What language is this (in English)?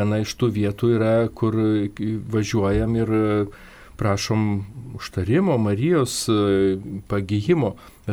Lithuanian